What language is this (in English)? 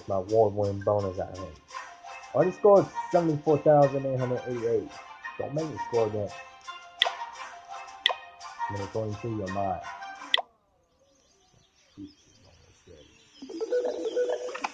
English